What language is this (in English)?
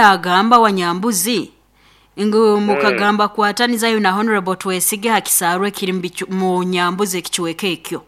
Nyankole